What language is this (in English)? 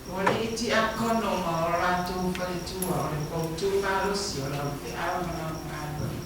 Samoan